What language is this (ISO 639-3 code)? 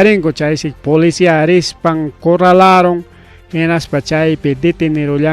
quy